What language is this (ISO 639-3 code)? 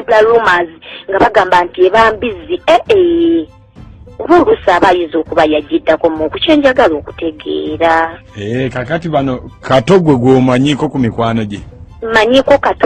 lug